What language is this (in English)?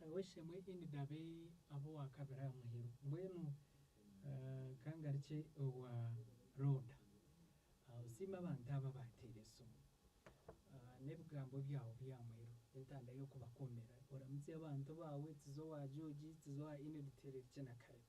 Nyankole